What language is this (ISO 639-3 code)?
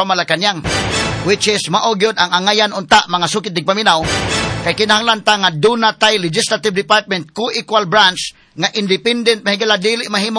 ceb